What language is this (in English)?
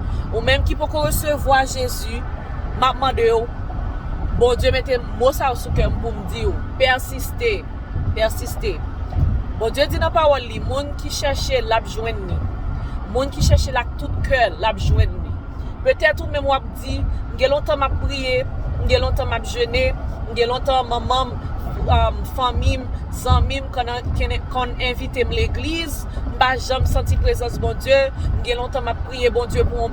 Haitian Creole